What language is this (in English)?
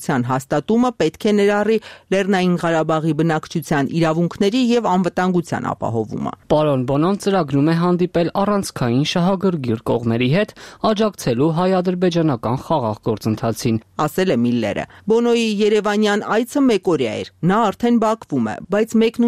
Armenian